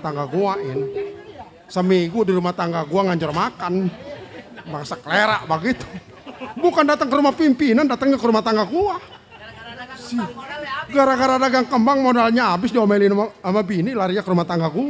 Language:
Betawi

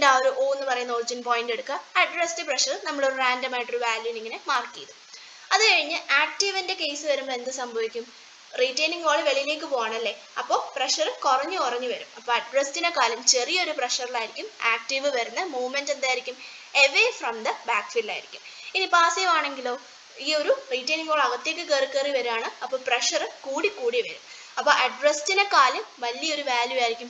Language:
Malayalam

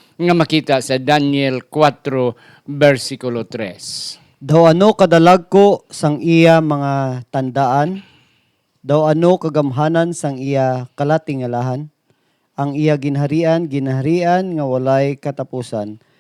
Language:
Hiligaynon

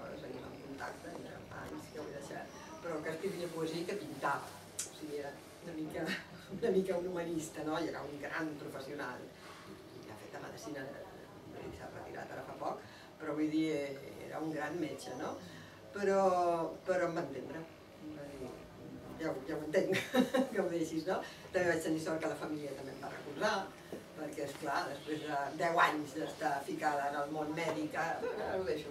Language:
Catalan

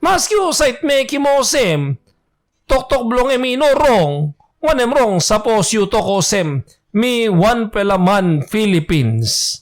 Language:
Tok Pisin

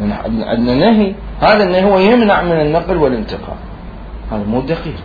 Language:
Mesopotamian Arabic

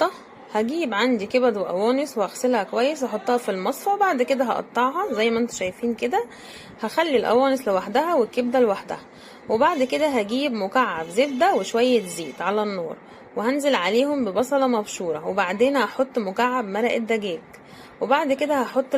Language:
Egyptian Arabic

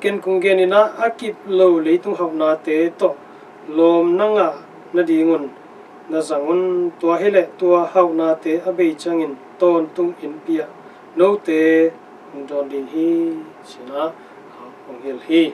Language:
Tedim Chin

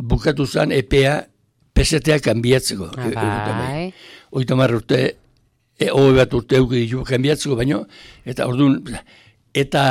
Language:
Basque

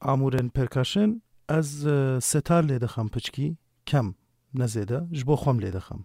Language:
Kurdish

